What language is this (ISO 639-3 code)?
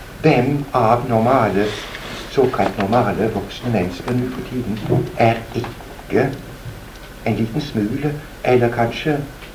nor